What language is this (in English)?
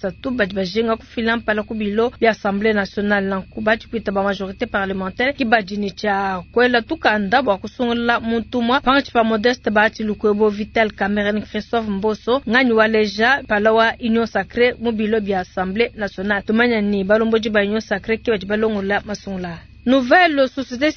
Luba-Lulua